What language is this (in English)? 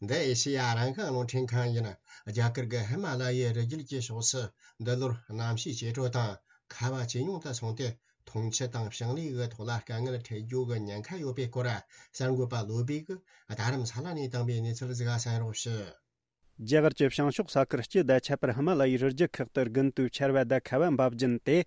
Tibetan